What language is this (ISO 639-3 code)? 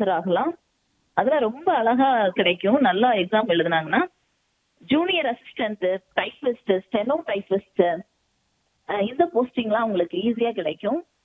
tam